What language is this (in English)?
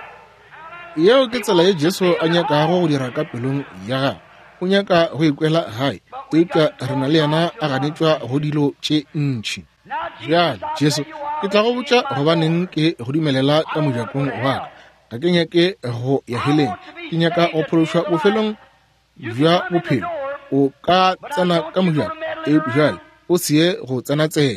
Northern Sotho